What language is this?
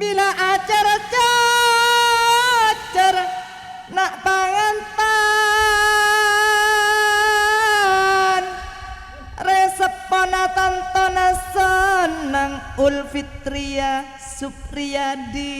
Madurese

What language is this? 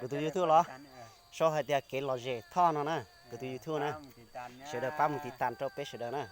Hmong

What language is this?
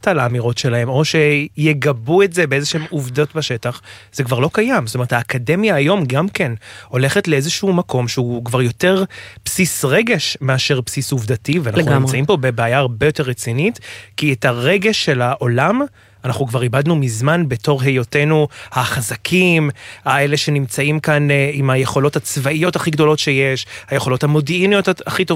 Hebrew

